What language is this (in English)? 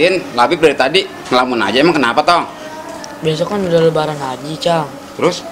Betawi